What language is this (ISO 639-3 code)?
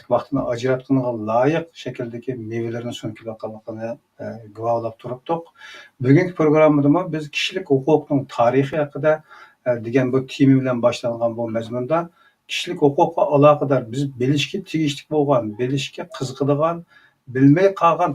uig